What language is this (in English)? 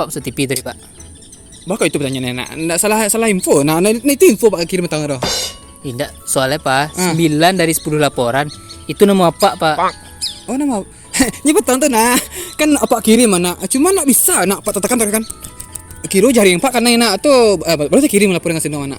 Minangkabau